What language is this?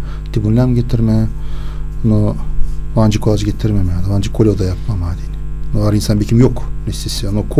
Gagauz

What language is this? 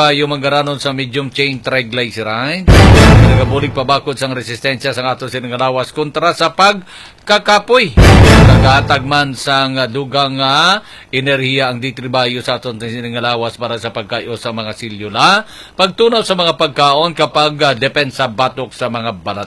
Hiligaynon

